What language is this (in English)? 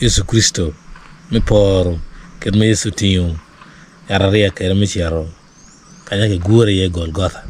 Acoli